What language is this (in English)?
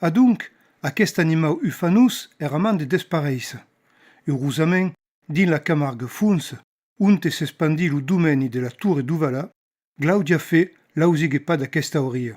Occitan